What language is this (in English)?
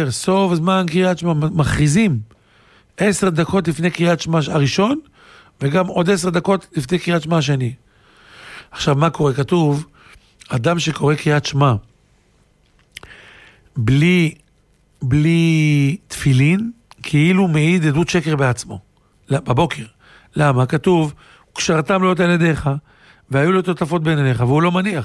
Hebrew